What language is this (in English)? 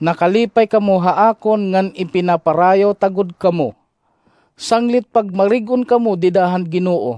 Waray